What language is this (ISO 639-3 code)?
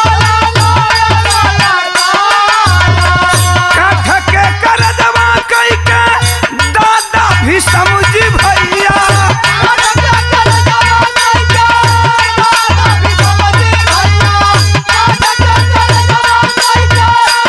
bho